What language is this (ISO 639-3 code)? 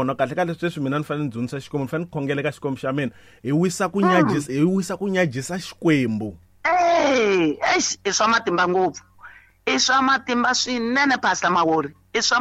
tso